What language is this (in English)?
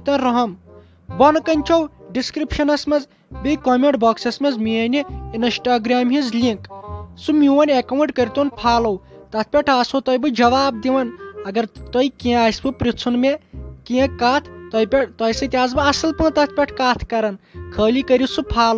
Kashmiri